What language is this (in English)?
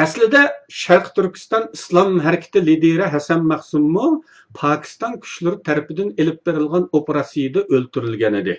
Uyghur